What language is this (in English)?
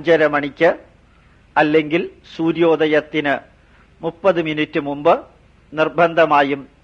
Malayalam